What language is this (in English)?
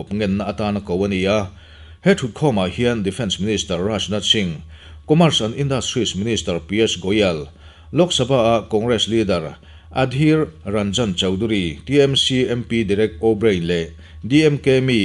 Mizo